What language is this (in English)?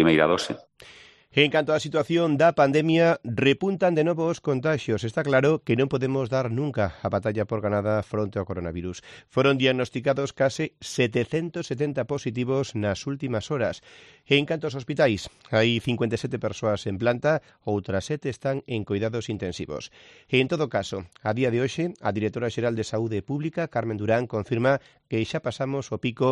Galician